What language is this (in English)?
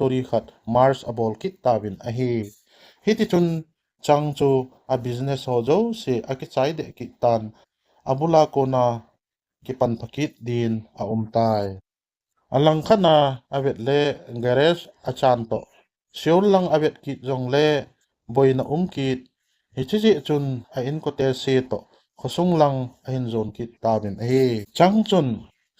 Thado Chin